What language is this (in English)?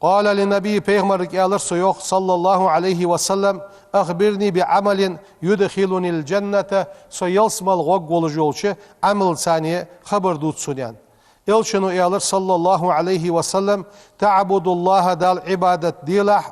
Ingush